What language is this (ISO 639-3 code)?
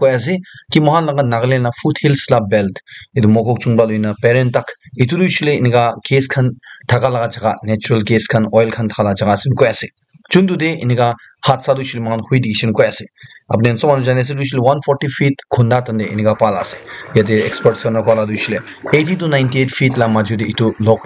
nag